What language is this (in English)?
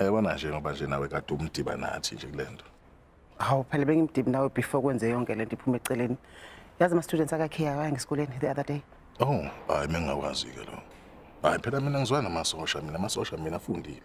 Zulu